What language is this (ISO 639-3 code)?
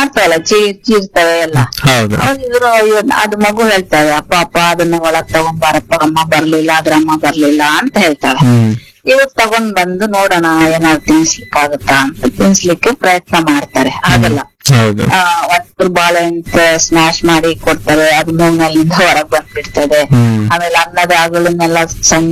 kan